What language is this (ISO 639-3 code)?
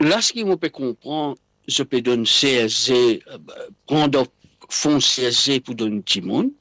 mfe